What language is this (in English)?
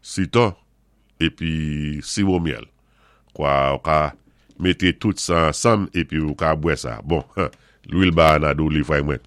Saint Lucian Creole French